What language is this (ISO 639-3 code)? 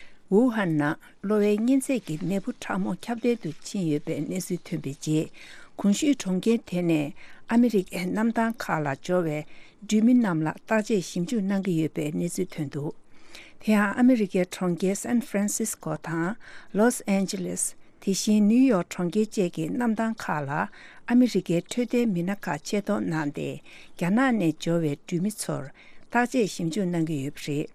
bod